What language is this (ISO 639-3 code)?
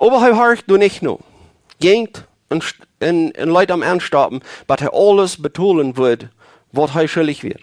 pdt